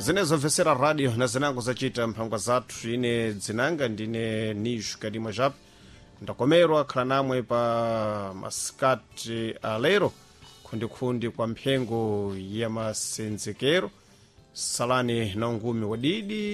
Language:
Sena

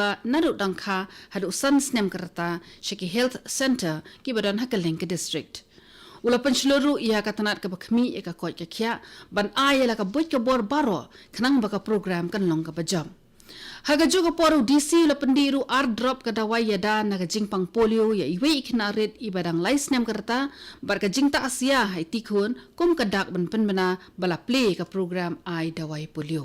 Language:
Khasi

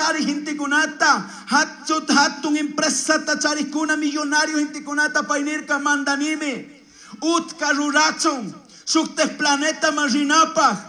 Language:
Chimborazo Highland Quichua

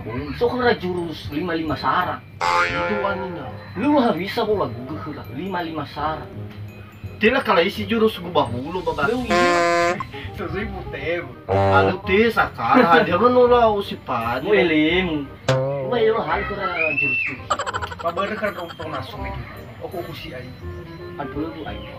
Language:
Nias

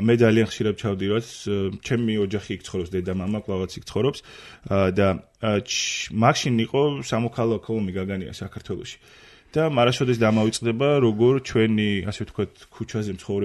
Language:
Georgian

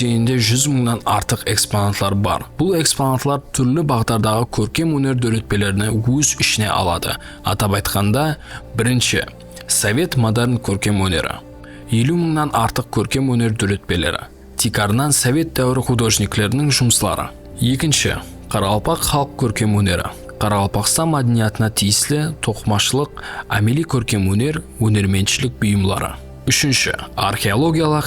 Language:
Kara-Kalpak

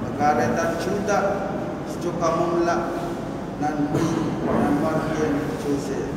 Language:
Pohnpeian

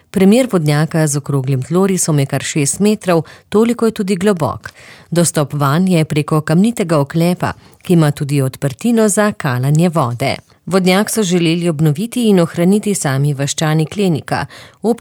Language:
Slovenian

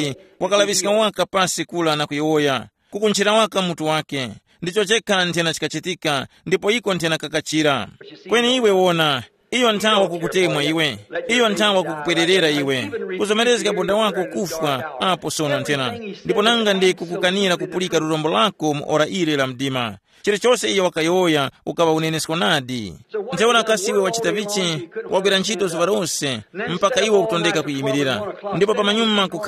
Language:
Tumbuka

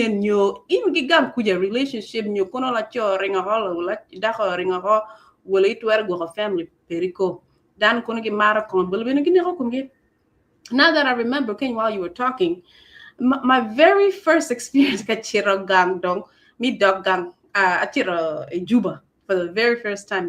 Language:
Acoli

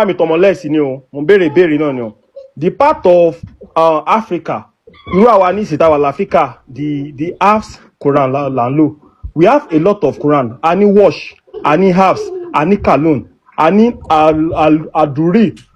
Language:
Yoruba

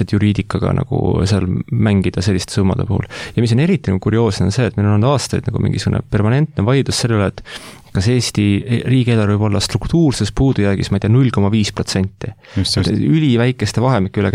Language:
Estonian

